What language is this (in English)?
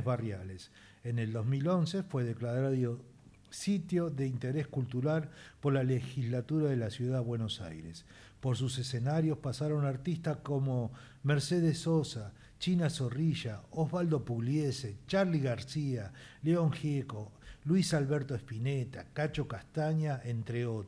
Spanish